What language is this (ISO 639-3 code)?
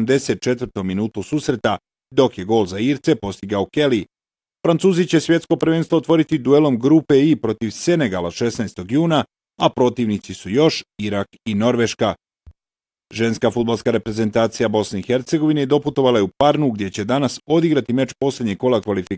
bos